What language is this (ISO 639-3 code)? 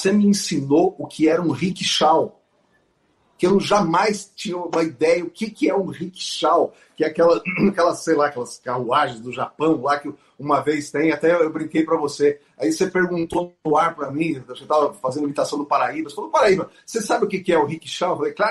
por